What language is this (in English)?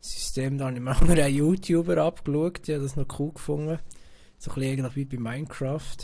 Swiss German